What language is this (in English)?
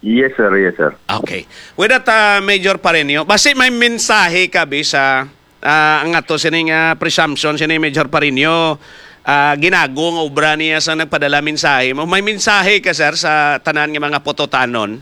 Hiligaynon